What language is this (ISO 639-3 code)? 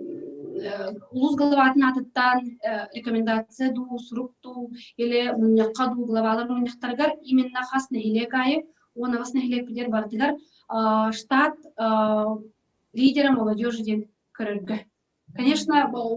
sah